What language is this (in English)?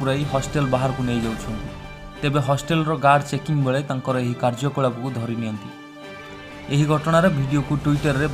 Odia